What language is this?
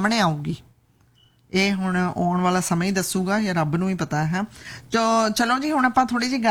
Punjabi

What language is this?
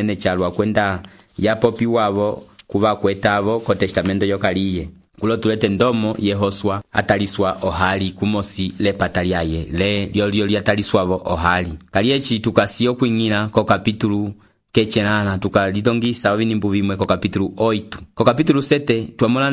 Umbundu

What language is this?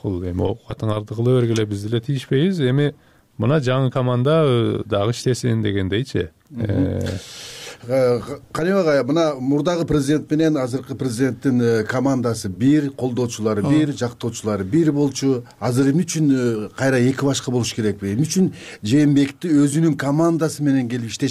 Kyrgyz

